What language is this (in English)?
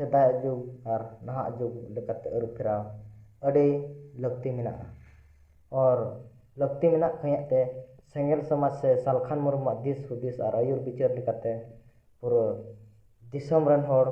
Santali